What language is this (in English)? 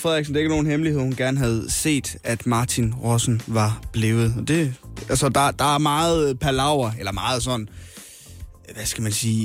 Danish